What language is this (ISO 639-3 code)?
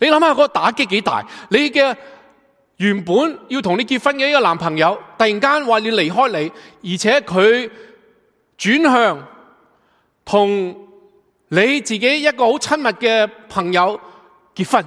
yue